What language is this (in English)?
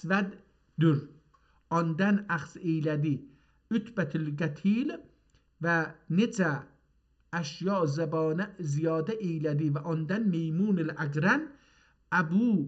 South Azerbaijani